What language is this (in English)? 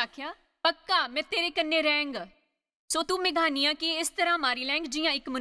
Dogri